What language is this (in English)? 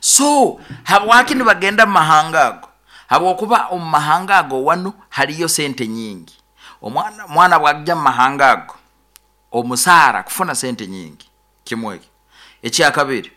Nyoro